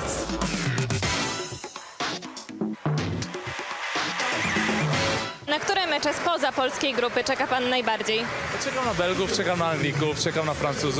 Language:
Polish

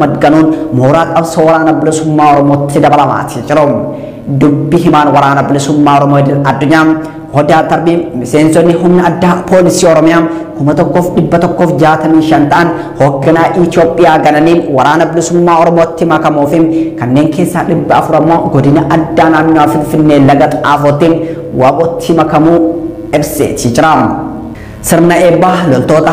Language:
Oromo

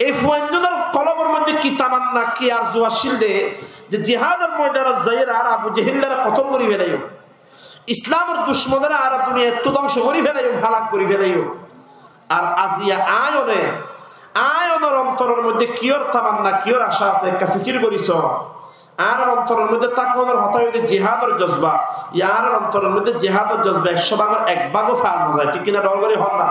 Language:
Rohingya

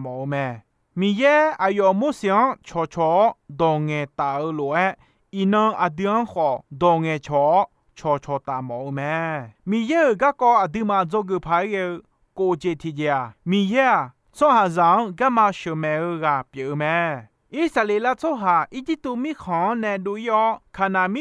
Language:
Akha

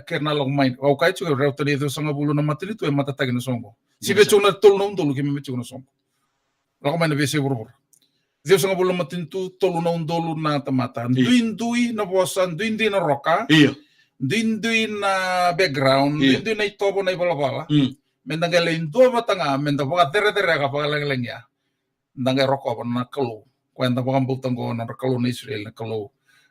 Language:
Fijian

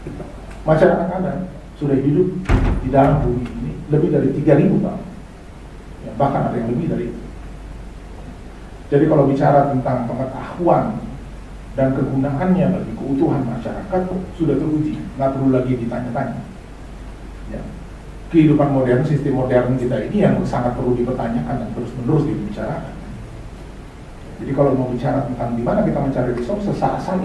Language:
Indonesian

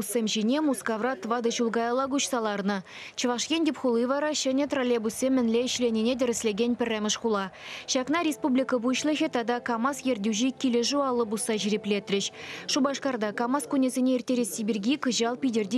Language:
Chuvash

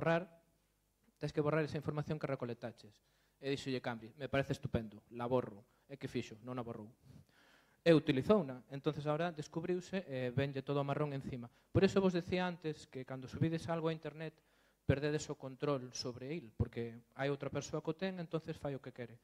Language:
Galician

